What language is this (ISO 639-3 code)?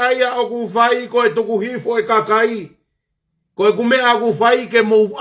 ton